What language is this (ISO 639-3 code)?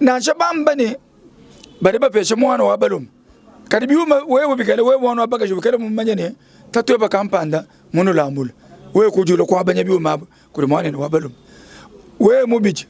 lua